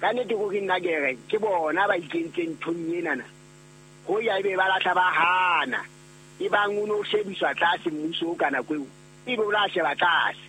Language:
Southern Sotho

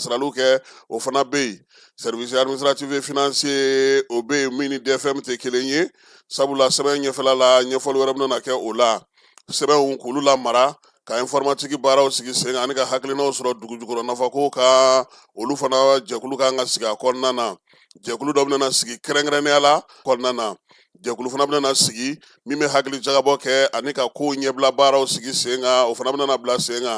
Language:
Bambara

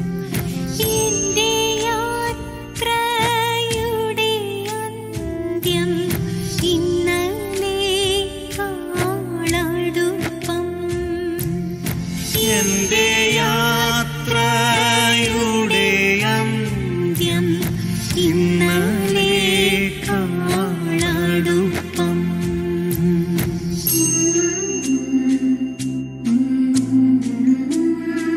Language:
Malayalam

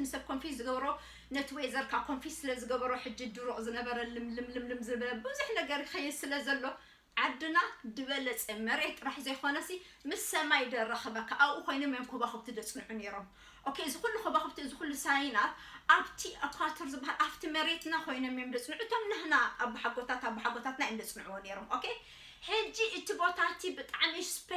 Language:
Tigrinya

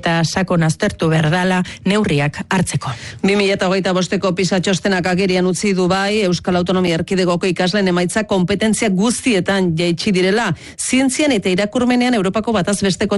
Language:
Basque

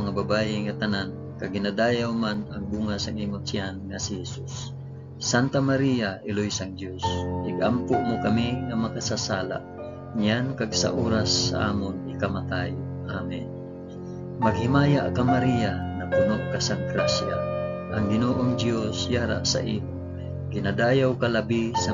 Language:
Hiligaynon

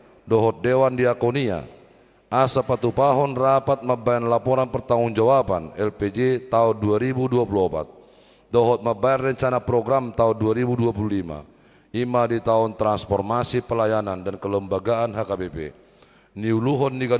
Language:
Batak Toba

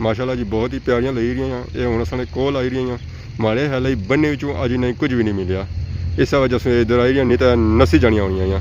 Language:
Pahari-Potwari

